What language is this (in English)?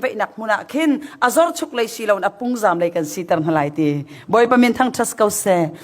Hakha Chin